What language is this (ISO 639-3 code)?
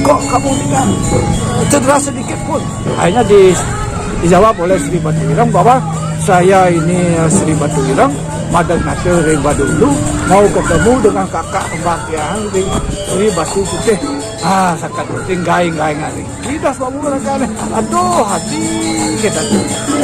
ban